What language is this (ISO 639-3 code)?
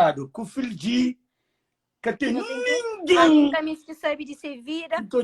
kea